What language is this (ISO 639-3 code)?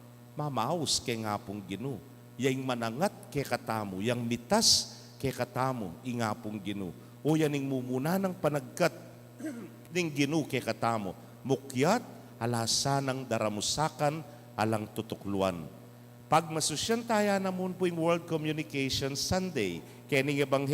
pam